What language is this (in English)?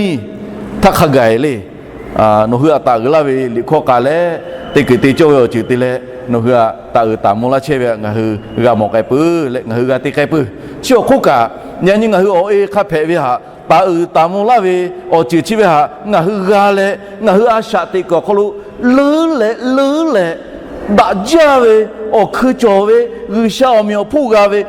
Lahu